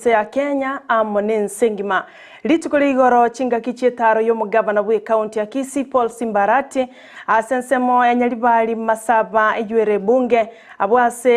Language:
Gusii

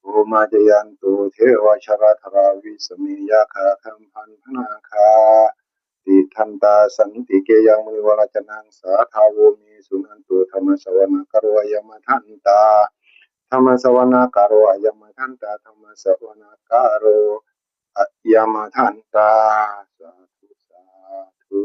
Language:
Northeastern Thai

